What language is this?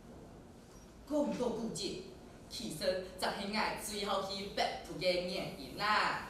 Hakka Chinese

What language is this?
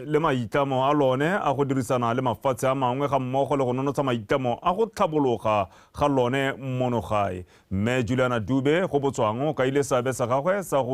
Tswana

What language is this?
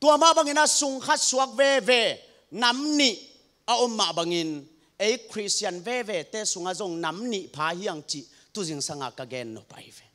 Tedim Chin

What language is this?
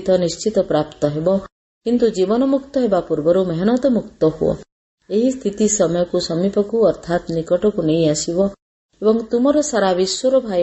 Odia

